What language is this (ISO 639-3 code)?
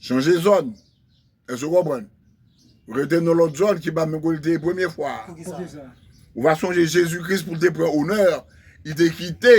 hat